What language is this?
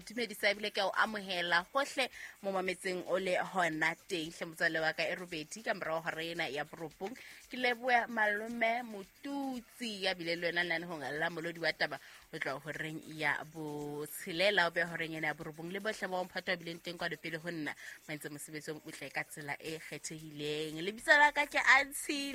Southern Sotho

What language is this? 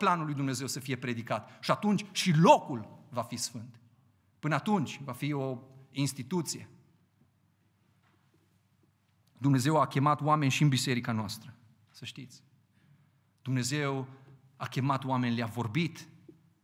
Romanian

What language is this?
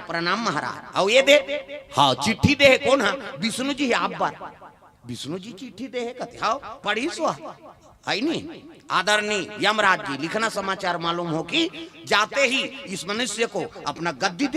Chhattisgarhi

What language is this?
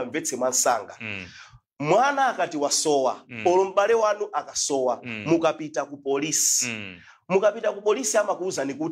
Nyanja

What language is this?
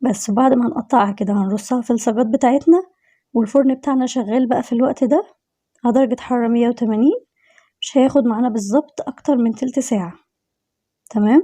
Egyptian Arabic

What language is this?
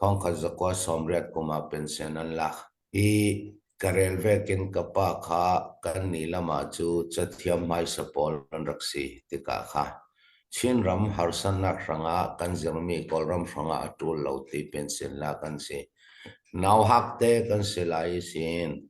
Falam Chin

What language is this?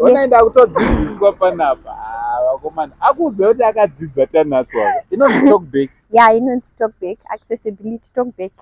Shona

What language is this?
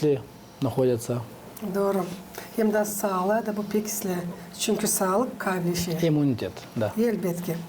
Gagauz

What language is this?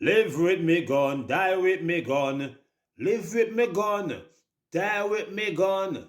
Jamaican Creole English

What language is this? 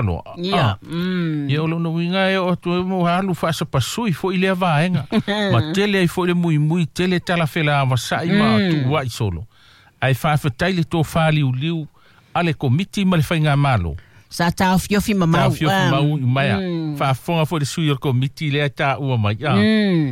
Samoan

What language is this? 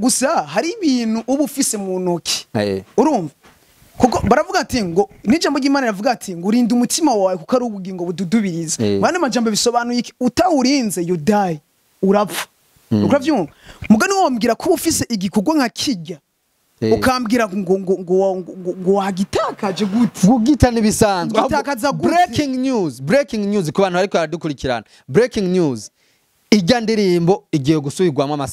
Rundi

